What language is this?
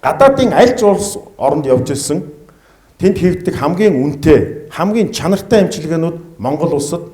Mongolian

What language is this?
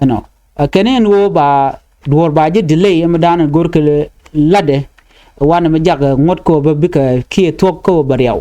Nuer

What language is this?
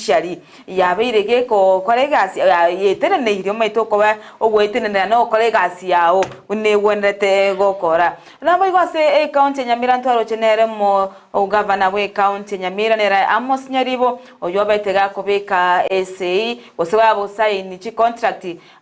Gusii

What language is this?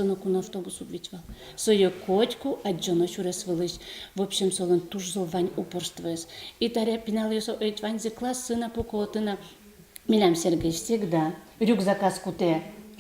Udmurt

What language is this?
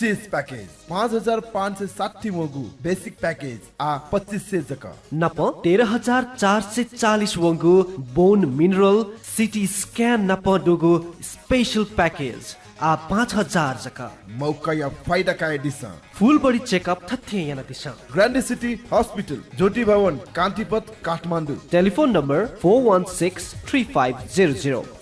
Newari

